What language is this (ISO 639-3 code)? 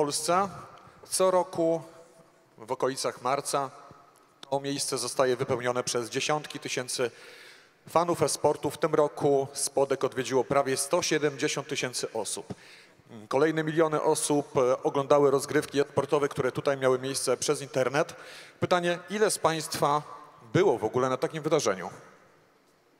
pol